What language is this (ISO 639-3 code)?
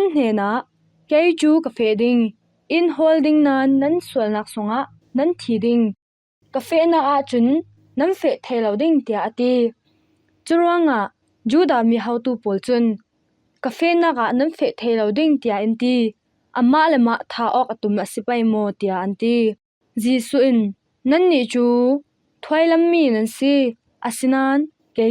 cfm